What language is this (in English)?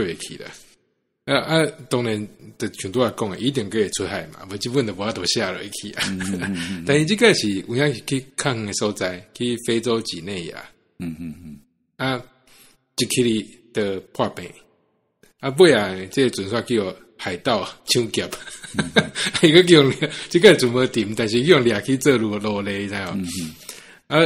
Min Nan Chinese